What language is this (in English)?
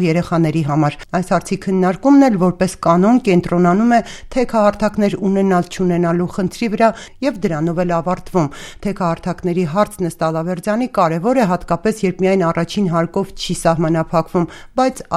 Armenian